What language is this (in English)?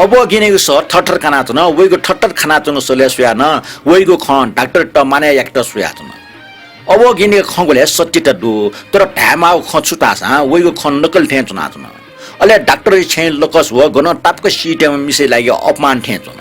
Newari